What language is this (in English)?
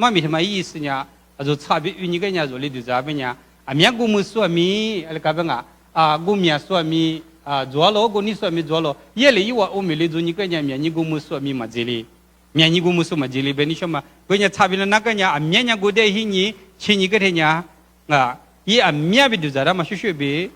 Lisu